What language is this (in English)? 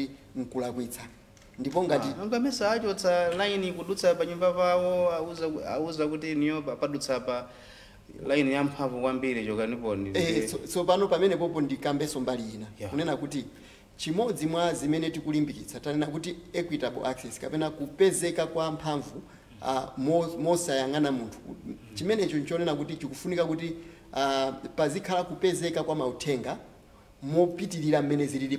Nyanja